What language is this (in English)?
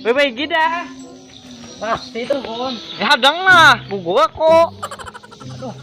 Banjar